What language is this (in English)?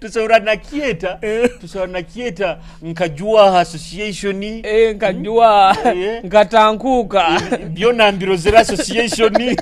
Nyoro